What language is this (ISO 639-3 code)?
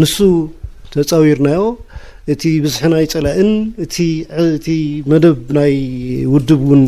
tir